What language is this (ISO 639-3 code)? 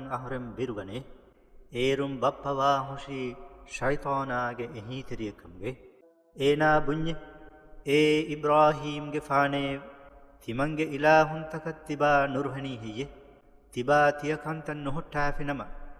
div